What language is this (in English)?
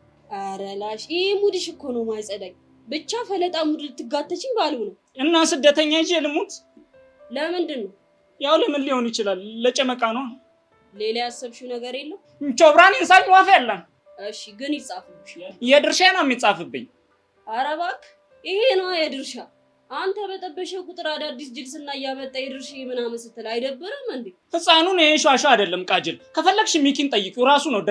Amharic